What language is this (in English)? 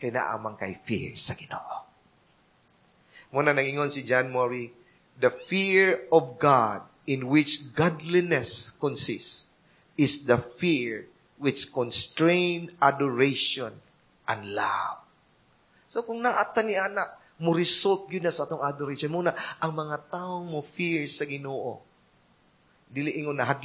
Cebuano